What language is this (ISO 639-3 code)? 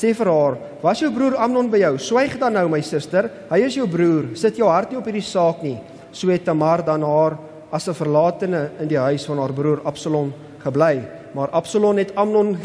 afr